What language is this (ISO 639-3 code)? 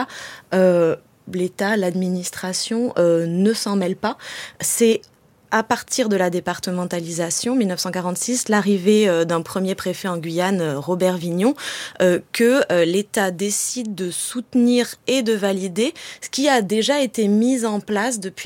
fra